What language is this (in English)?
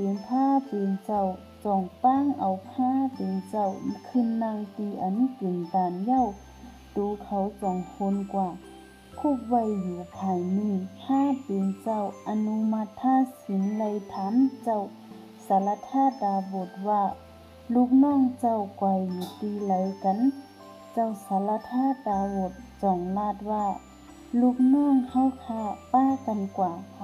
Shan